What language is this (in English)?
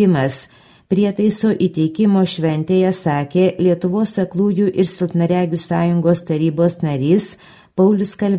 Lithuanian